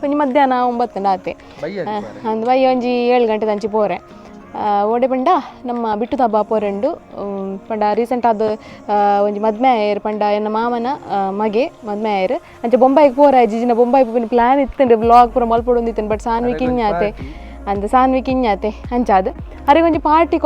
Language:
Tulu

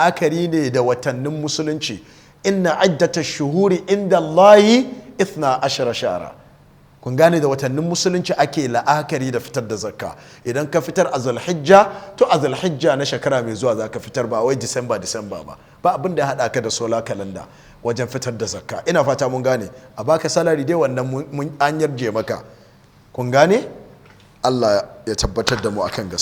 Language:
Hausa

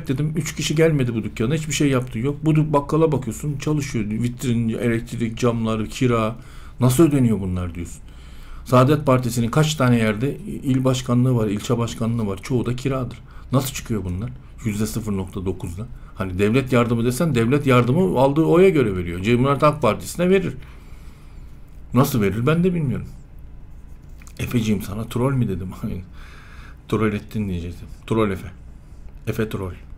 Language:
Turkish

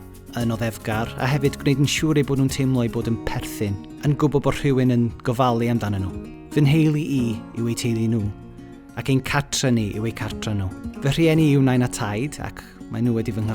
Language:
Welsh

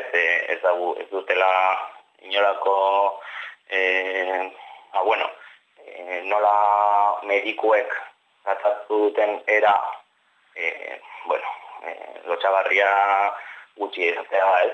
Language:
Basque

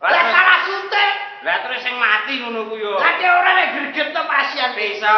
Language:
Javanese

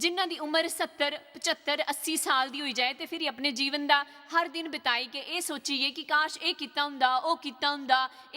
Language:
Dogri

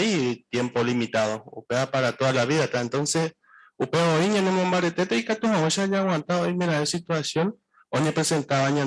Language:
Guarani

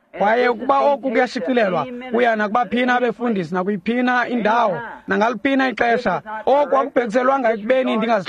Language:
Xhosa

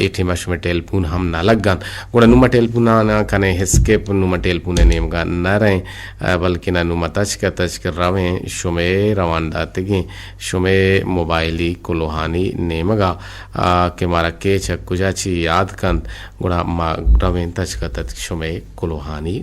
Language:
Eastern Balochi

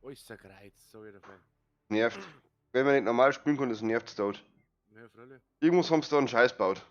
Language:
Bavarian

